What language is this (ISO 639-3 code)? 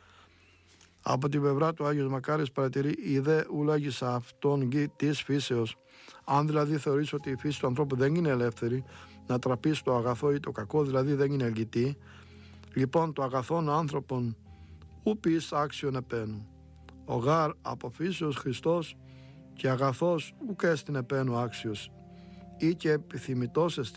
ell